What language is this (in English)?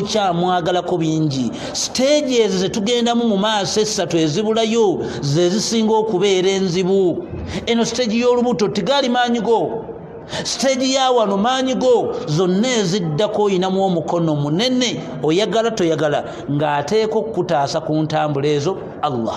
Ganda